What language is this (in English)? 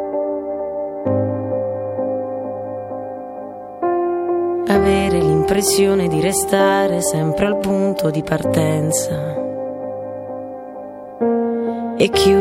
Italian